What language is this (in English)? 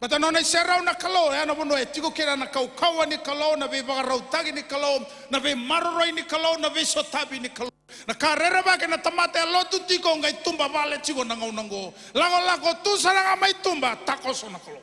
Fijian